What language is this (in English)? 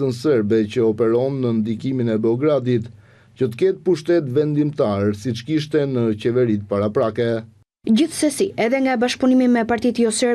Albanian